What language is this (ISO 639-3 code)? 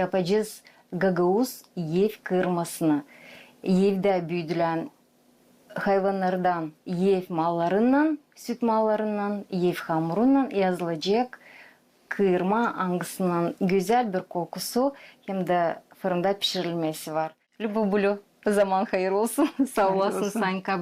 gag